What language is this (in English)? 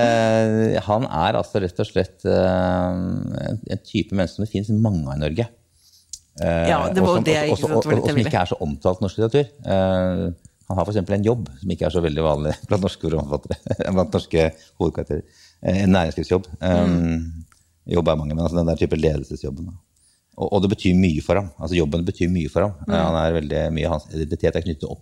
Norwegian